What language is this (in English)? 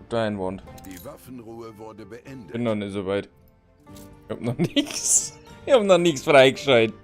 Bavarian